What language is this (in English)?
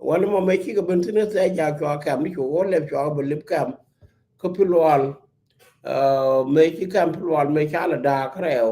Nuer